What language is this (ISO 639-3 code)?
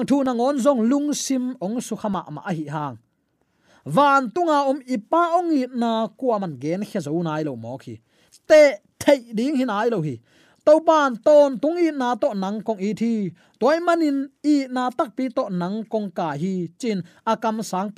ctd